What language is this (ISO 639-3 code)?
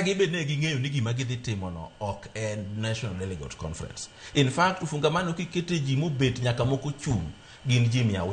luo